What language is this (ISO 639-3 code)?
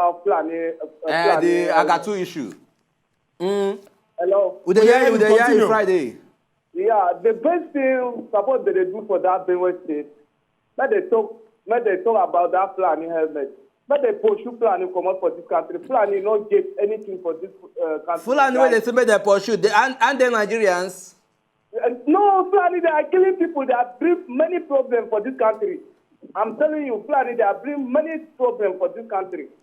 pcm